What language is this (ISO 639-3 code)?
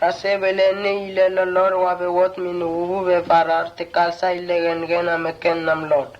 mtt